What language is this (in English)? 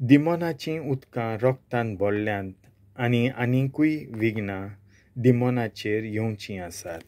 Konkani